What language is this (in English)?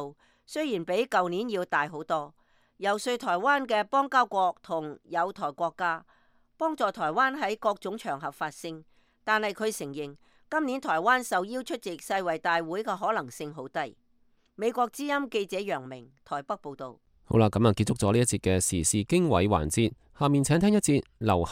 Cantonese